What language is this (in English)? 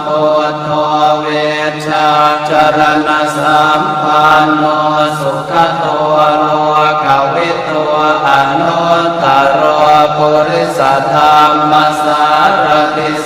Pali